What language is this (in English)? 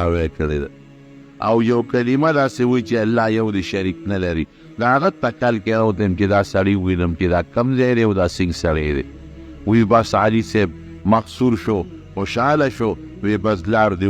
Pashto